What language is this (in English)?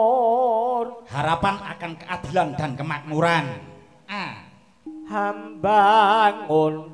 Javanese